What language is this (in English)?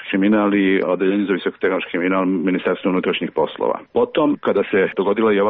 Serbian